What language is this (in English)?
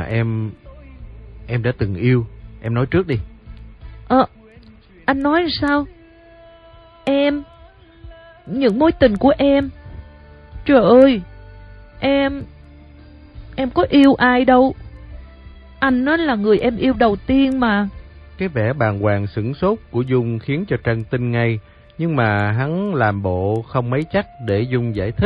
Vietnamese